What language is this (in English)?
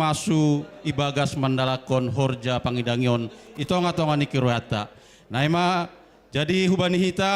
Batak Simalungun